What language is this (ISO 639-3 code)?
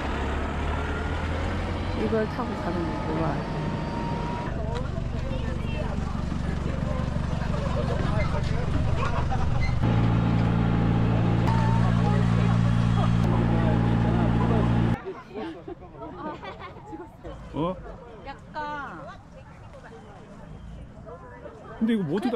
kor